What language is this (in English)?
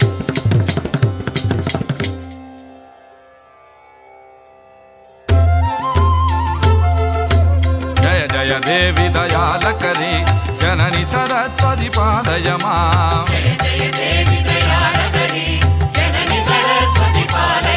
Kannada